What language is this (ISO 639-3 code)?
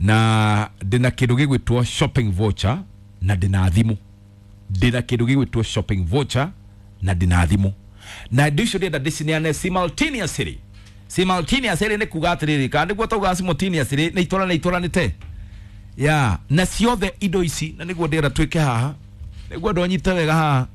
kik